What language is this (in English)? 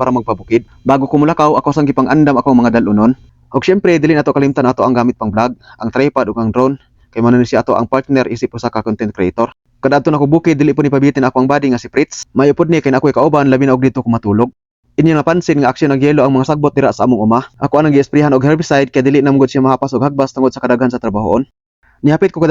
Cebuano